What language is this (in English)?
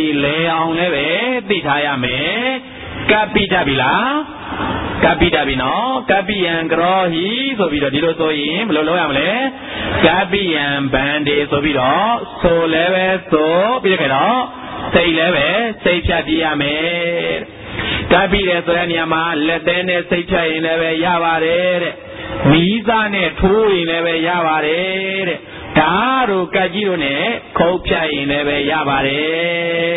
Burmese